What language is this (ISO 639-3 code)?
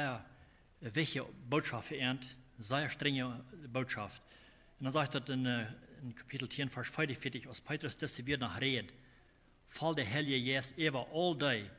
pdt